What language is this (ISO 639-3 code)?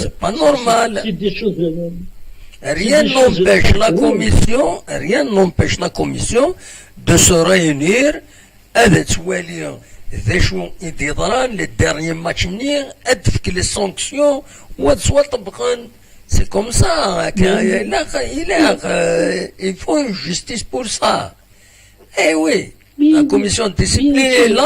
kab